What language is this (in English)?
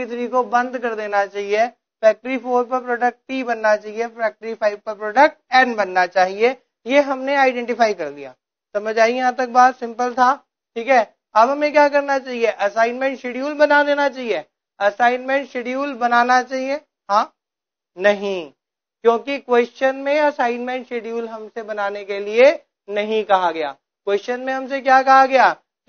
Hindi